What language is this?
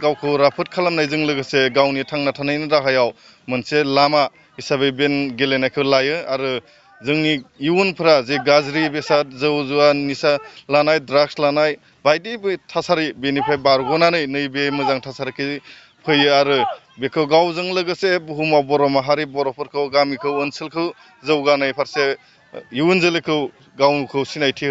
Bodo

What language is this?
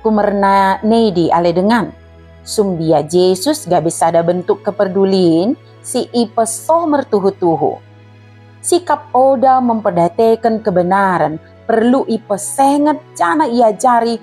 Batak Dairi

